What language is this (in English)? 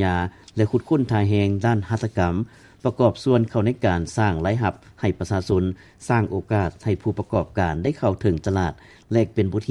Lao